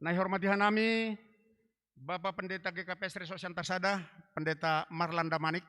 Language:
Batak Simalungun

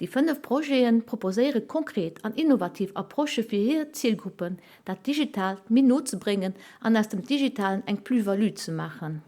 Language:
Luxembourgish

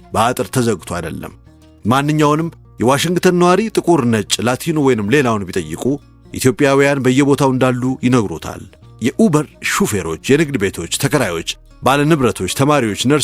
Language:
Amharic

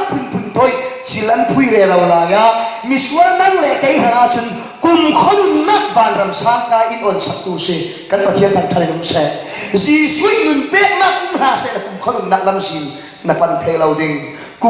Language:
Falam Chin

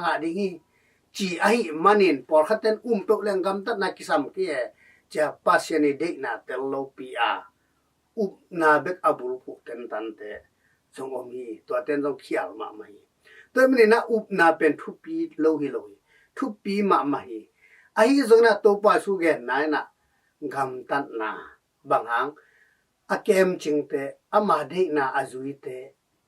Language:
Tedim Chin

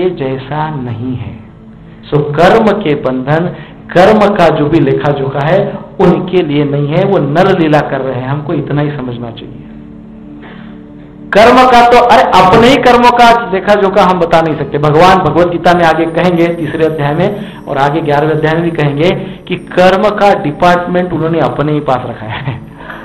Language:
Hindi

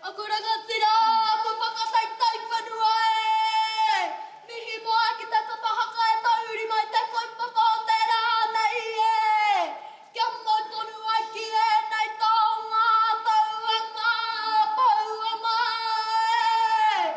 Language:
Māori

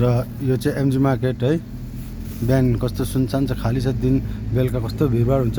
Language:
Nepali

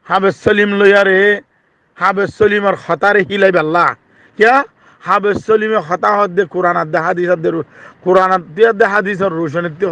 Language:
Rohingya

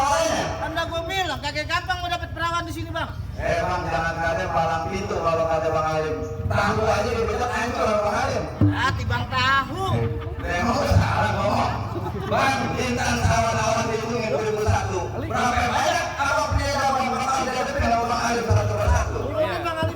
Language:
Betawi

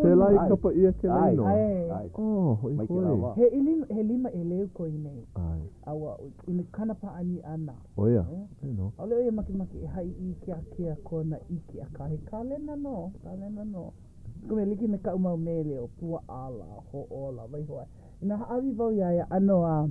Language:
Hawaiian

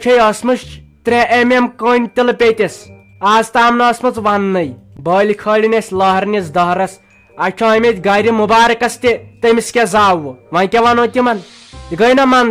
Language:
Kashmiri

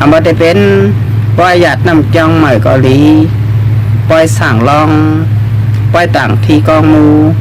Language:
Shan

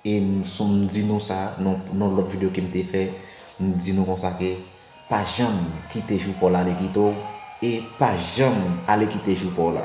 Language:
Haitian Creole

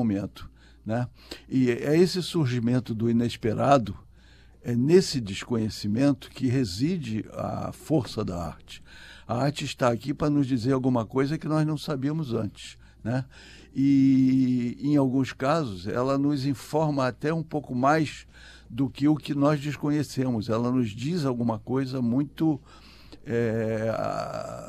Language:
Portuguese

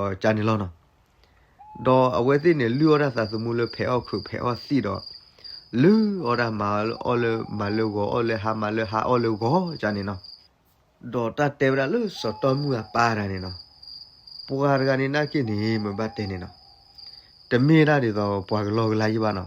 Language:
S'gaw Karen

